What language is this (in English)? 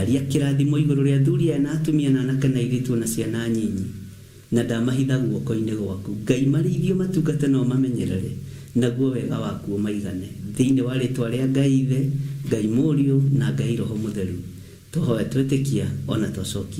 Kikuyu